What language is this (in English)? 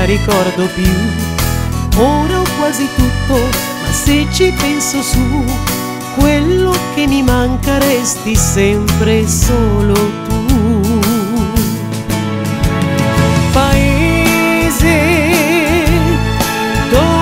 Italian